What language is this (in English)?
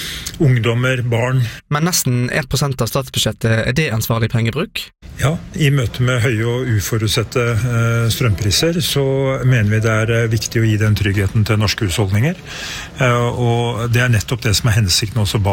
Norwegian